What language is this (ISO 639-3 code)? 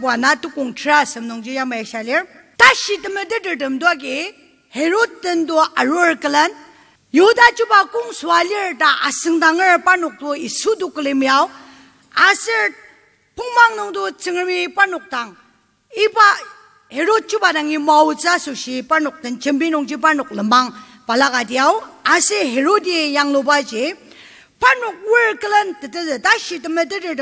njo